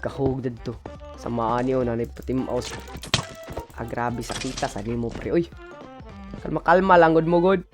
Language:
Cebuano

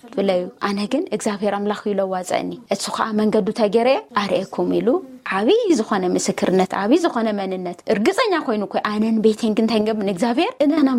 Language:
Tigrinya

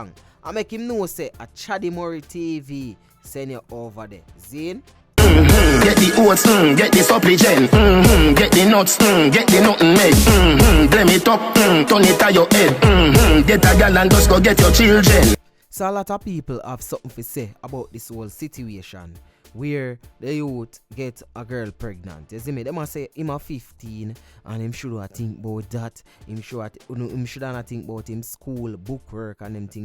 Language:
Jamaican Creole English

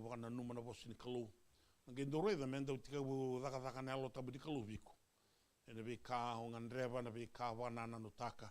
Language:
Fijian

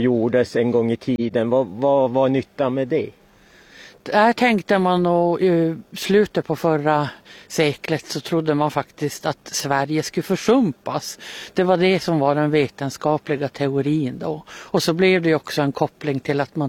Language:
Swedish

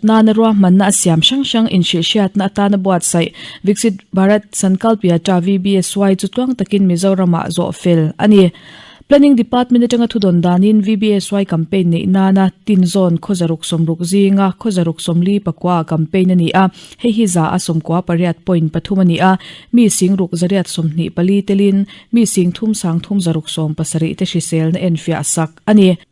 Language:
Mizo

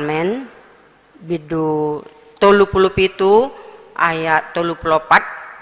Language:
Batak Toba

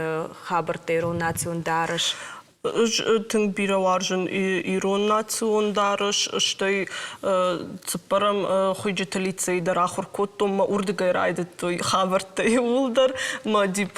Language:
Ossetic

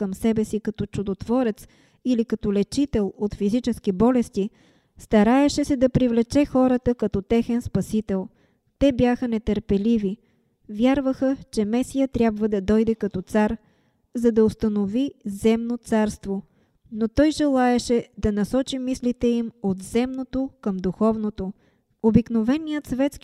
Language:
Bulgarian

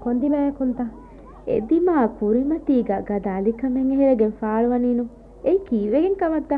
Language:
Divehi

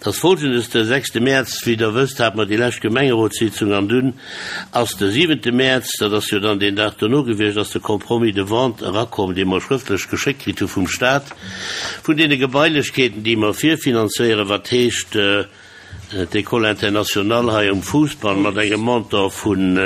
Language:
Luxembourgish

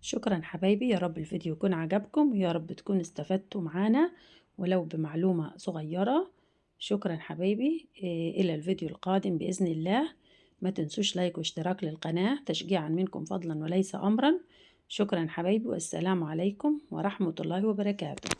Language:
Egyptian Arabic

